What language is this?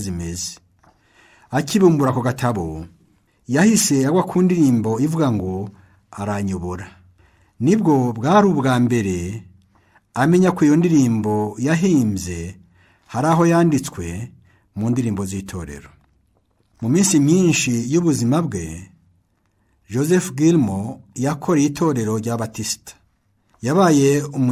Kinyarwanda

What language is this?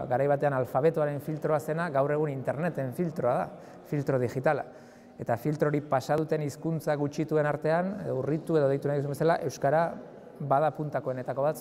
Basque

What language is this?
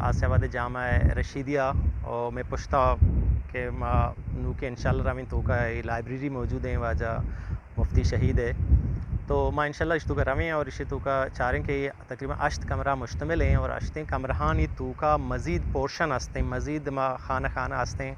Eastern Balochi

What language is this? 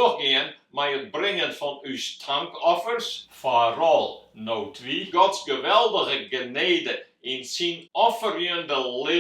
Western Frisian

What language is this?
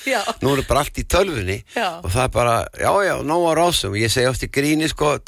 Icelandic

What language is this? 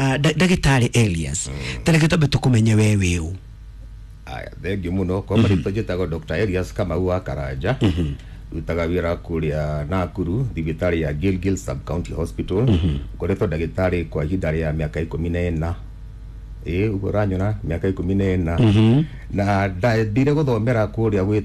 Kikuyu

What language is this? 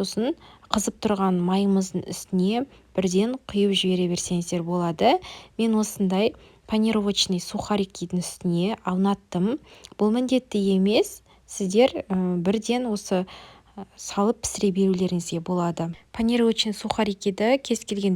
Kazakh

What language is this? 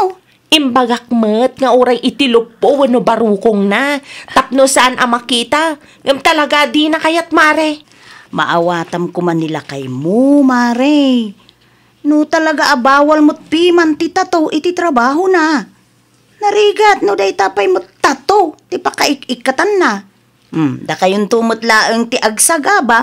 Iloko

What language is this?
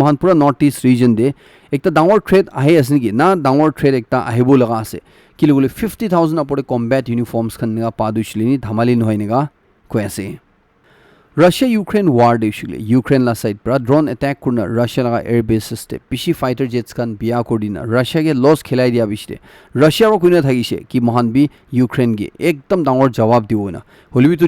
Naga Pidgin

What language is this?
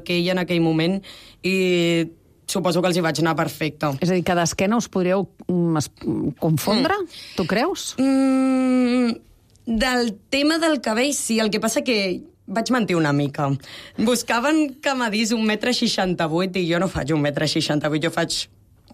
Catalan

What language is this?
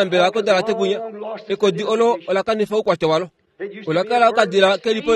Kuanyama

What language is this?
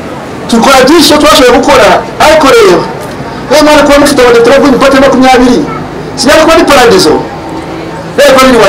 Kinyarwanda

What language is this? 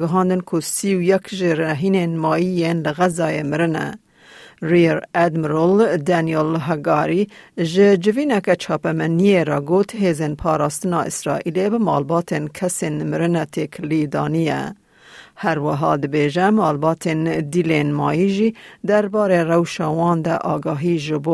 Kurdish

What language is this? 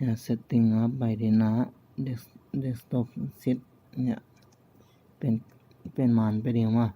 Tedim Chin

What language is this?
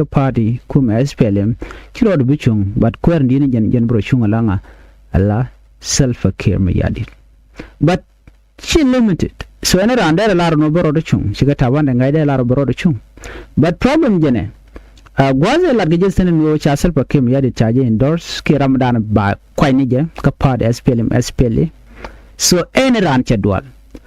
Nuer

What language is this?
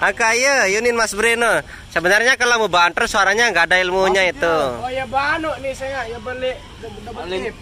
Sasak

